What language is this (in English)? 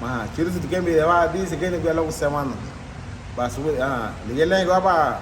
Garifuna